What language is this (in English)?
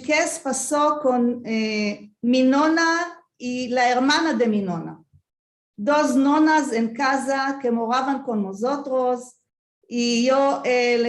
Ladino